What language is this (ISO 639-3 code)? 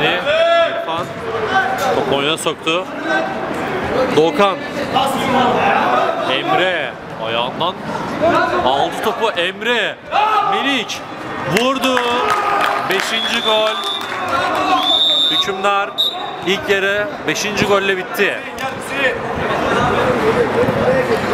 tur